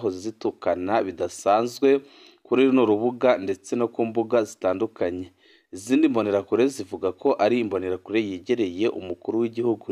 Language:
Rundi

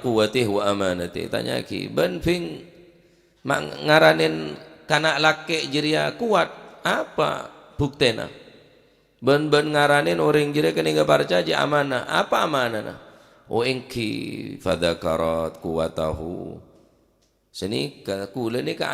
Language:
Madurese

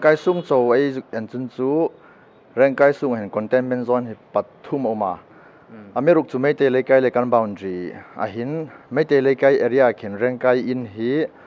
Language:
Hmar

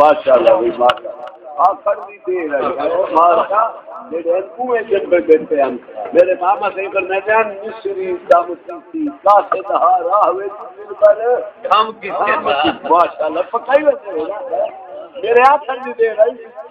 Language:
Saraiki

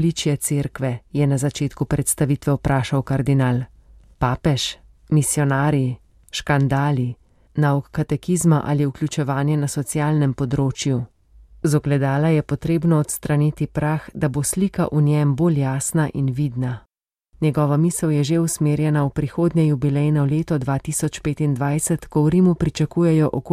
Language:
Slovenian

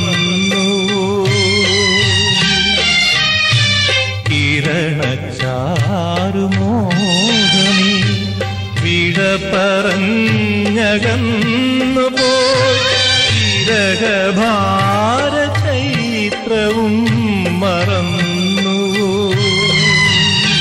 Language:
Malayalam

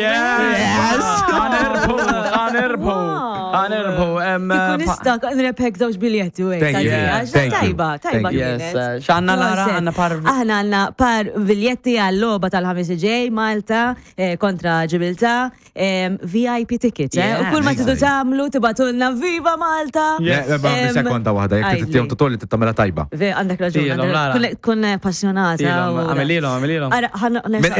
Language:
Maltese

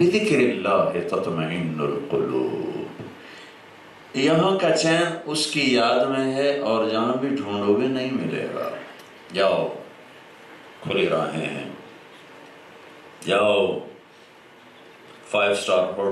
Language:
Urdu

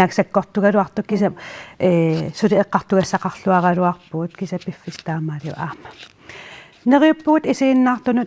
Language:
Kalaallisut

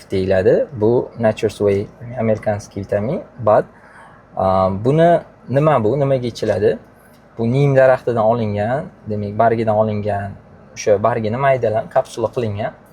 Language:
Uzbek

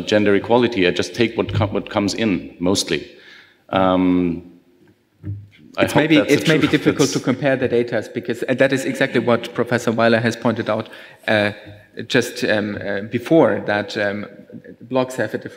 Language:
English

